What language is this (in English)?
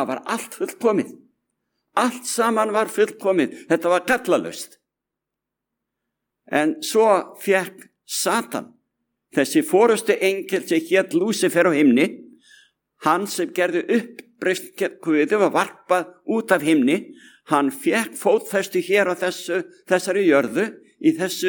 Icelandic